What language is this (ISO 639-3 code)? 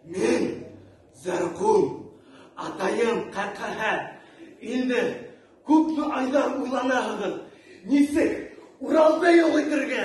bak